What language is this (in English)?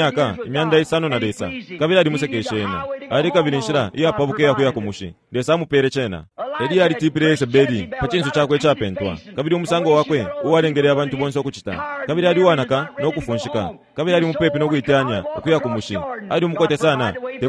Bemba